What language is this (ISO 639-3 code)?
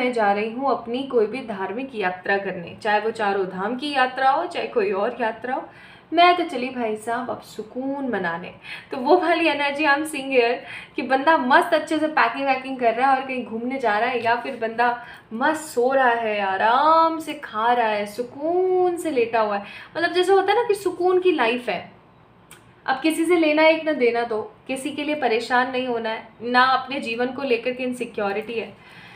hin